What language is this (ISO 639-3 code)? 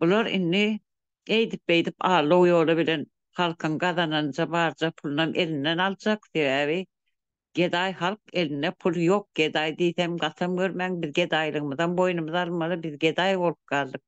tuk